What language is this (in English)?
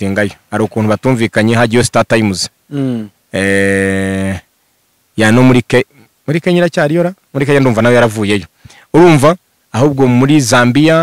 Kinyarwanda